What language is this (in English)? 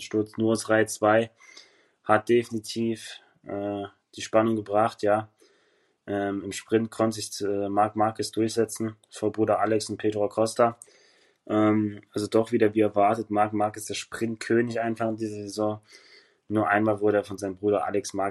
German